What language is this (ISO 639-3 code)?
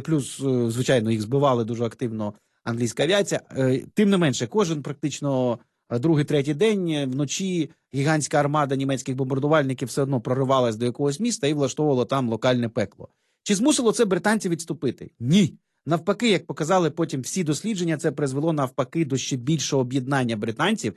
ukr